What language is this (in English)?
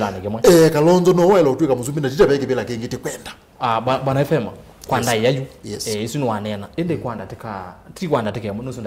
Kamba